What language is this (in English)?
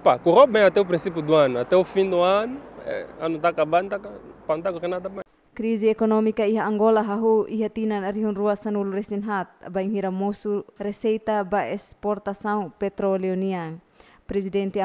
Tetum